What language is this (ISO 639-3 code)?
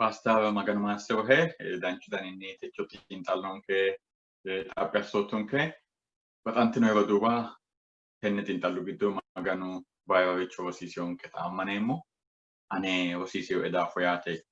sid